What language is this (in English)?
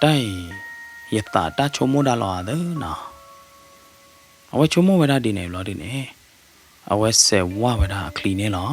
S'gaw Karen